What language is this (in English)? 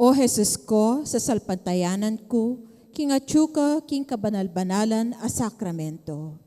Pampanga